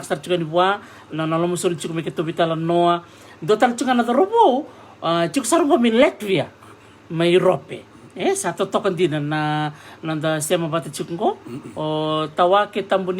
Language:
Fijian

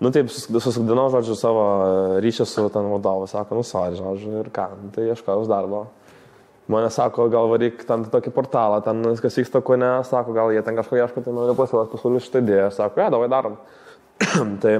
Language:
Lithuanian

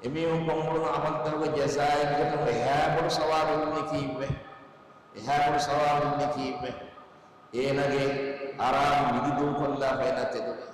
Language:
Divehi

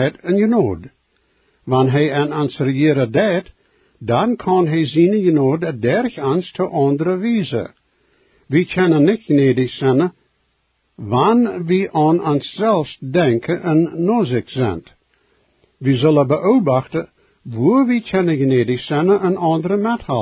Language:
Plautdietsch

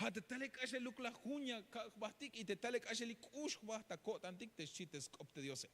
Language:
Tzeltal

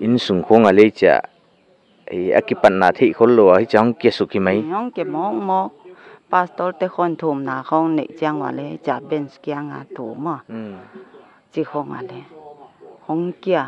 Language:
Paite Chin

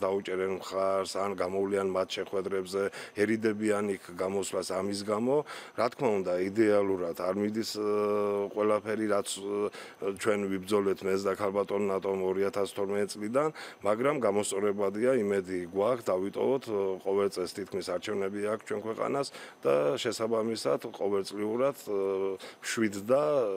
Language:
Georgian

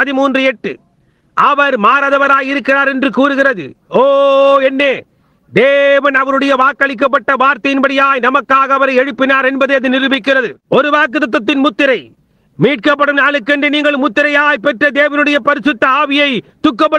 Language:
Tamil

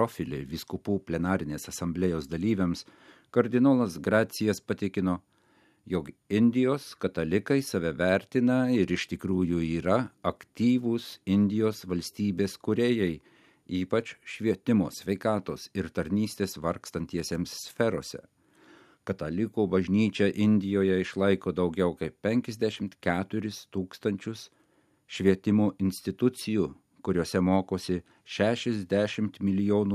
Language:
Lithuanian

